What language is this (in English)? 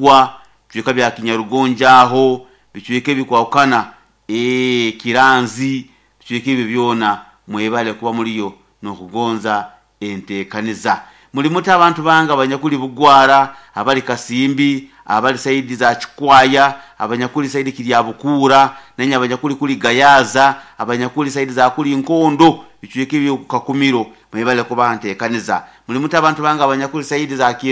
Nyoro